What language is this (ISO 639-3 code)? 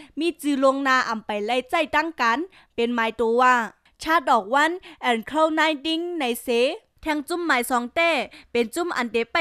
shn